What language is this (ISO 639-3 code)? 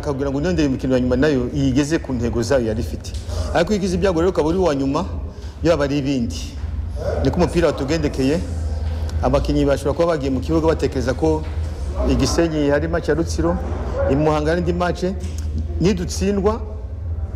kin